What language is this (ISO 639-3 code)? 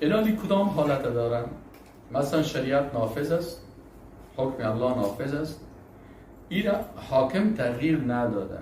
fas